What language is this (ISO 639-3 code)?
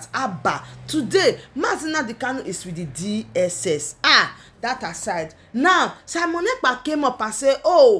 pcm